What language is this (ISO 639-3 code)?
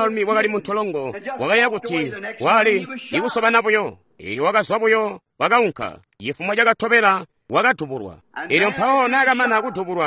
toi